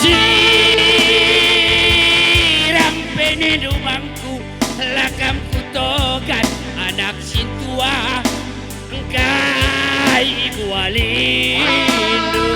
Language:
Batak Karo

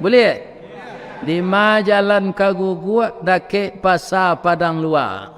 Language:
Minangkabau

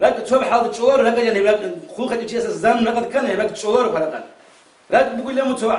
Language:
Avaric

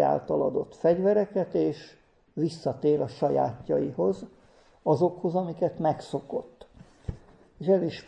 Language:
Hungarian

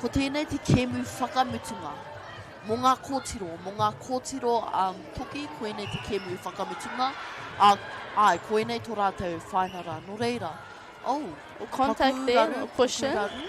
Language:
Māori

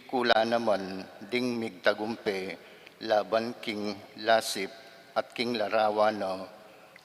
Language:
Pampanga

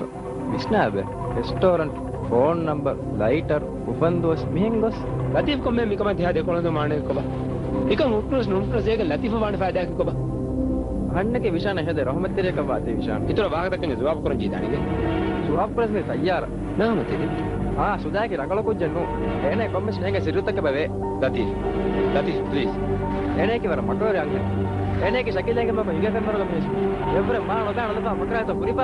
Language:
Divehi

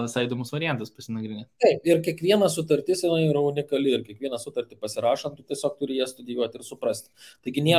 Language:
Lithuanian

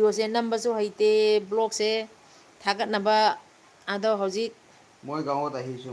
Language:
Manipuri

